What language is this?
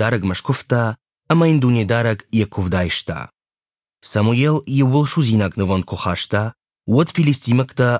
Ossetic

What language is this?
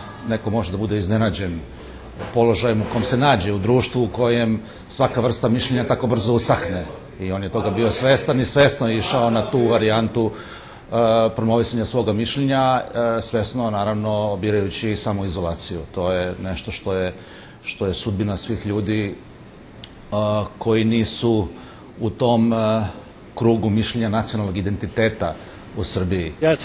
Serbian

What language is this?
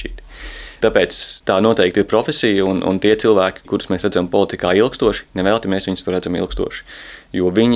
Latvian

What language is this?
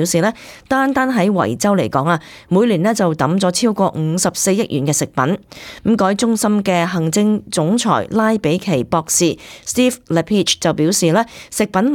Cantonese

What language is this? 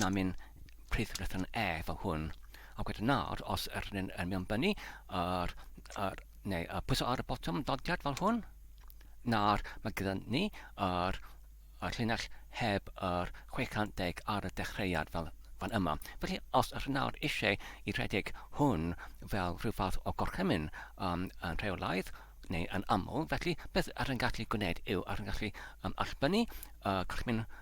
Welsh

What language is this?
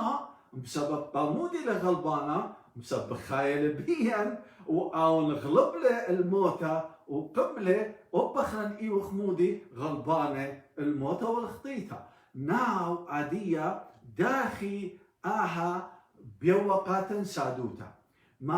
Assyrian Neo-Aramaic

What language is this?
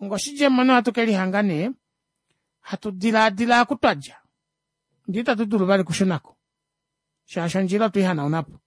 Kuanyama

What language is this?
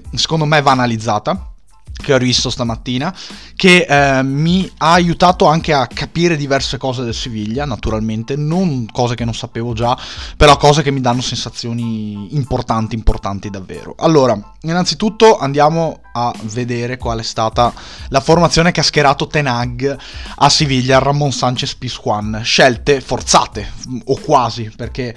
Italian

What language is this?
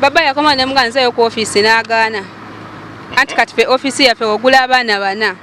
Ganda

